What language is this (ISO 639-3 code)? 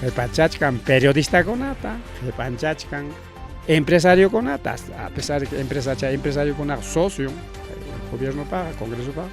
quy